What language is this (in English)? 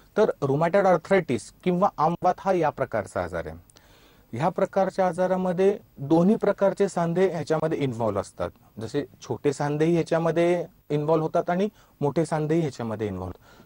Marathi